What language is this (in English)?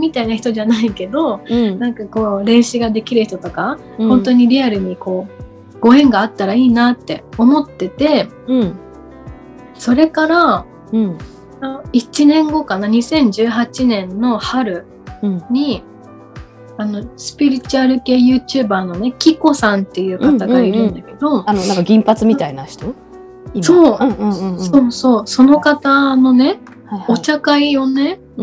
Japanese